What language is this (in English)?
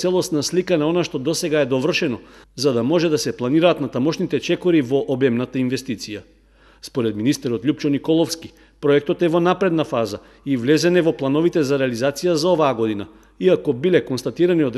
Macedonian